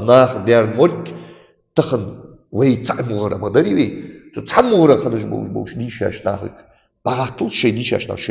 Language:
Ingush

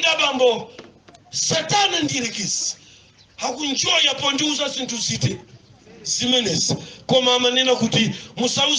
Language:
Nyanja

